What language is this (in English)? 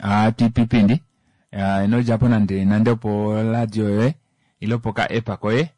Kuanyama